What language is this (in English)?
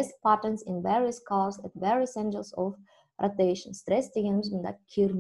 Kazakh